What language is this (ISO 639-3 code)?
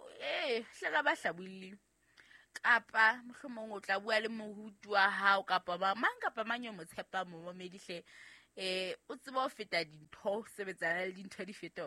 sot